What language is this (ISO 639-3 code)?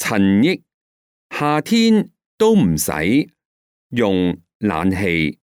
yue